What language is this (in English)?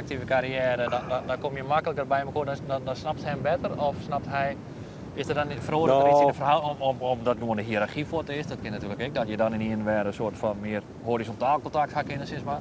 Western Frisian